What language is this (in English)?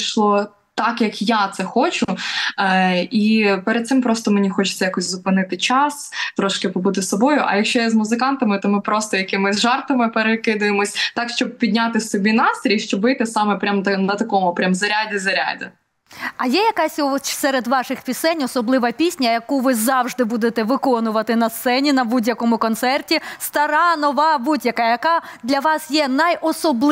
Ukrainian